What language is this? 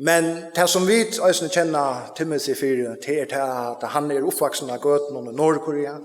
Faroese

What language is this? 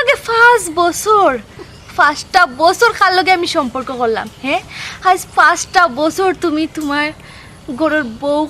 Sylheti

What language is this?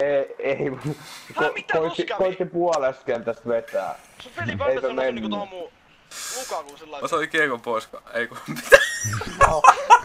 Finnish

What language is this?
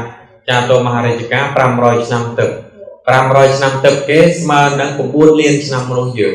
Khmer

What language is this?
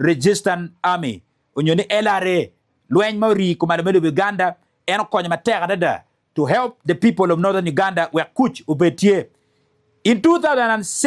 Acoli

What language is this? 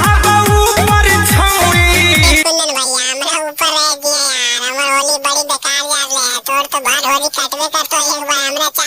Magahi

